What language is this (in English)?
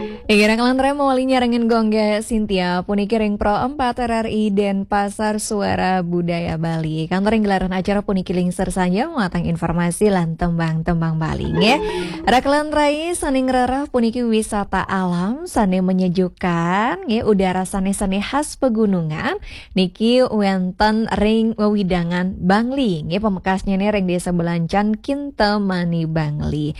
Balinese